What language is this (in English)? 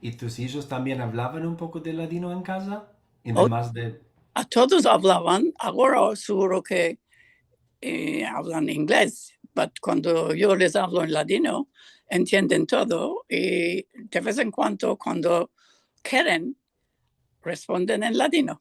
Ladino